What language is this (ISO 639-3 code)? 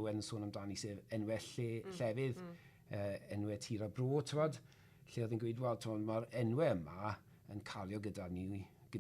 cym